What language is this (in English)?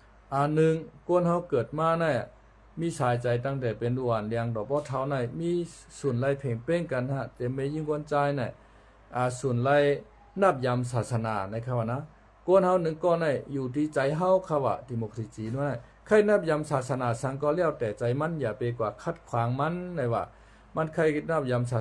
Shan